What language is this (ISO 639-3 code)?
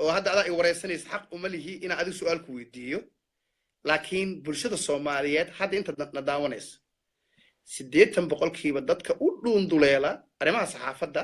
som